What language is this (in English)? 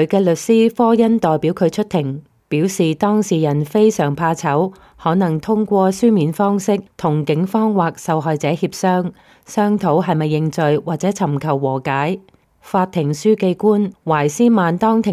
Cantonese